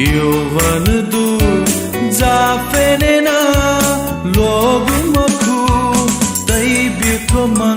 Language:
Newari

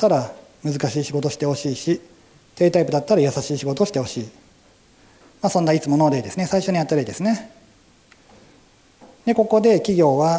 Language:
Japanese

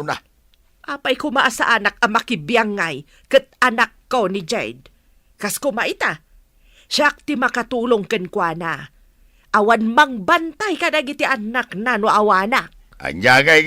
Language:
Iloko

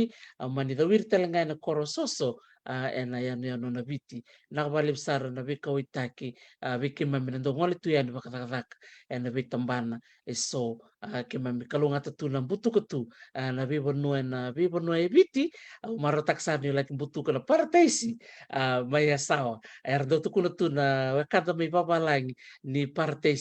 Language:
Fijian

